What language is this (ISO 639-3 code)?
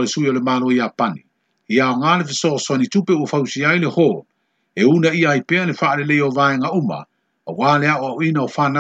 smo